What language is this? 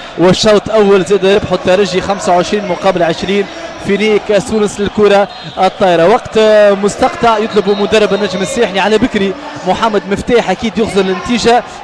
Tunisian Arabic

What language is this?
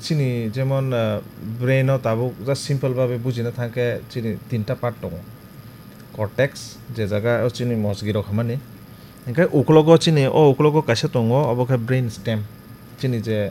Kok Borok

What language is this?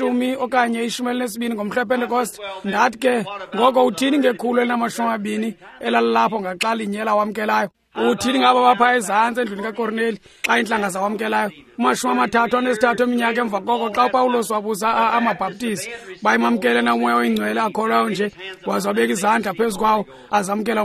Xhosa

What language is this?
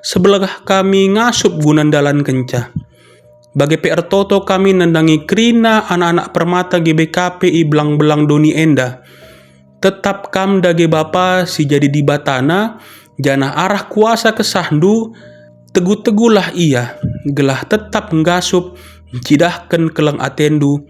Batak Karo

